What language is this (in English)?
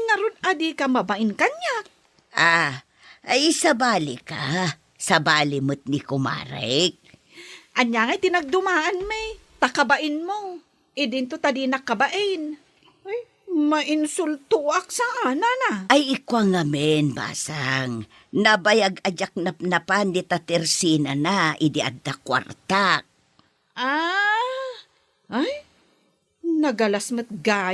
Iloko